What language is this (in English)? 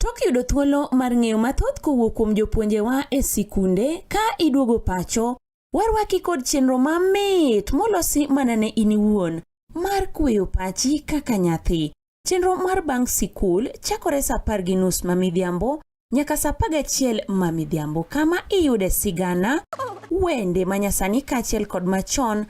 Luo (Kenya and Tanzania)